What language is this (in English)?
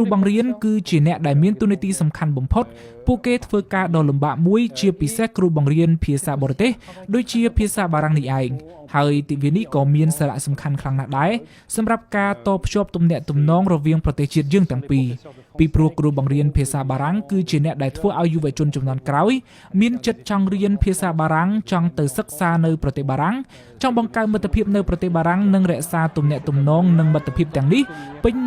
Khmer